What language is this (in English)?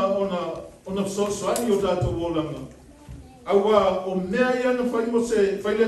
Samoan